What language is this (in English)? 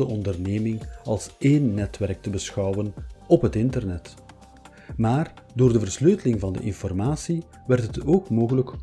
Dutch